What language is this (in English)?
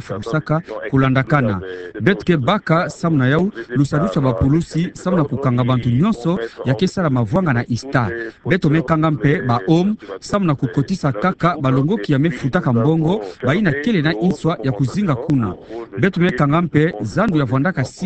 Kituba (Democratic Republic of Congo)